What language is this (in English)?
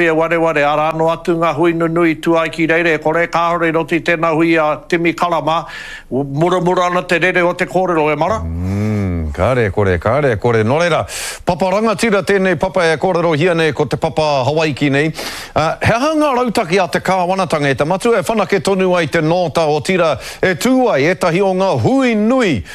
Māori